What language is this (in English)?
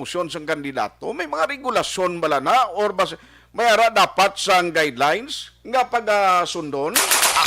Hiligaynon